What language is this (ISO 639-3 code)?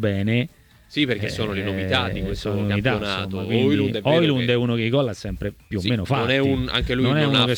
ita